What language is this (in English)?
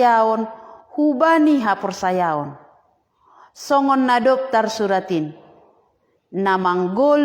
Batak Simalungun